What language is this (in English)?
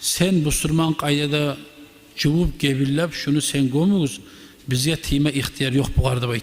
Kumyk